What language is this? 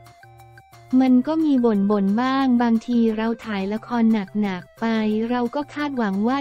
Thai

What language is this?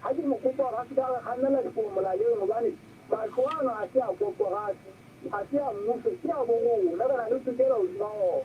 Southern Sotho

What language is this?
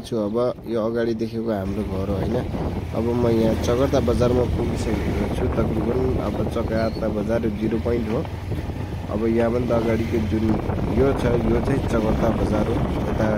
Nepali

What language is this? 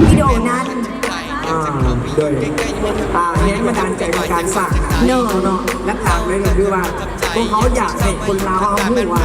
Lao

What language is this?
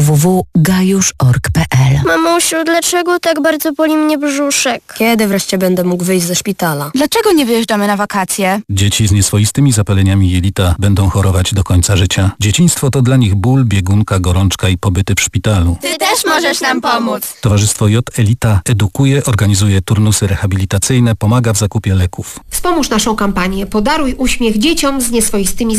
Polish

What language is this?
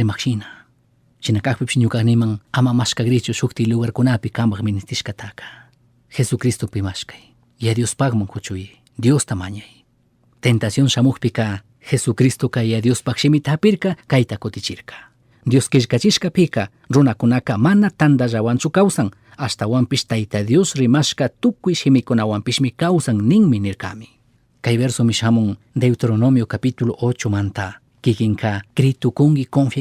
Chimborazo Highland Quichua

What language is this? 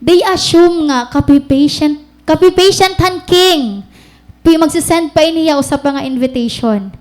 Waray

